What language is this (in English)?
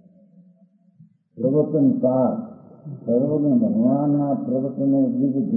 Gujarati